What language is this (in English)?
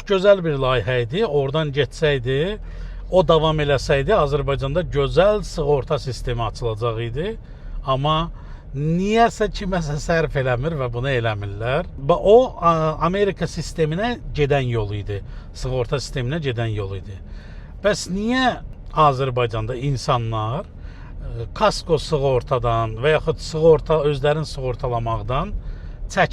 Azerbaijani